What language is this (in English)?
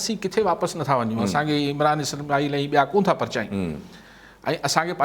Sindhi